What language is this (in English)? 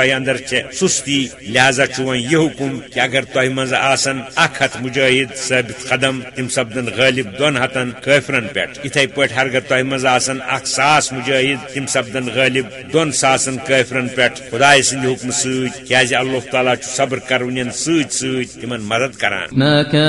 Kashmiri